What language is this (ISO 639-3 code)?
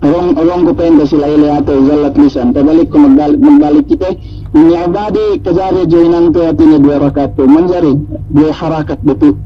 yka